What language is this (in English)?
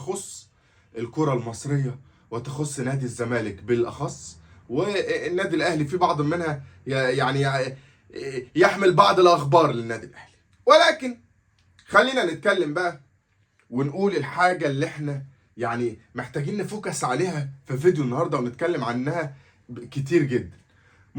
Egyptian Arabic